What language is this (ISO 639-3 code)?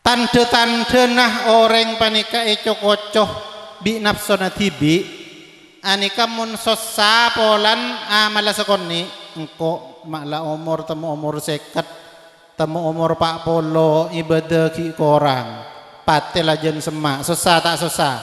mad